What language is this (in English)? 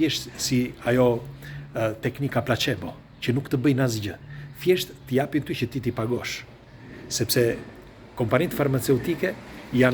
Albanian